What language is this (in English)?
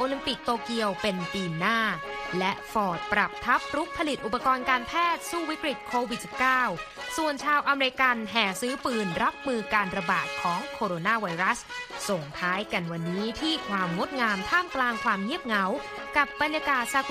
Thai